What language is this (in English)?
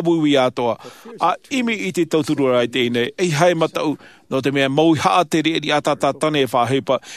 Tahitian